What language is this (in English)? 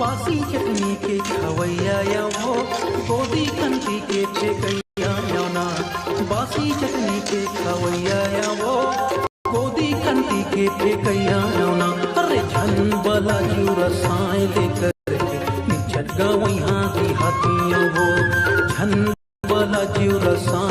Chhattisgarhi